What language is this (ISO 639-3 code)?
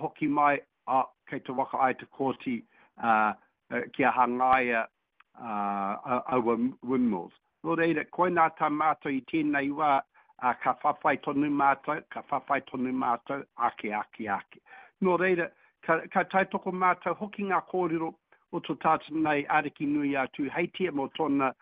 mri